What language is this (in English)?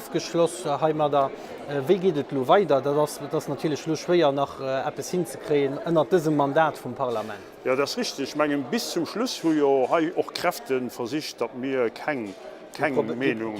Luxembourgish